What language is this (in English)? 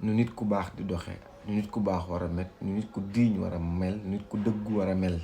Wolof